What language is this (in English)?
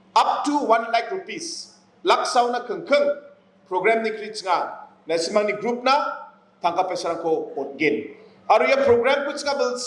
Garo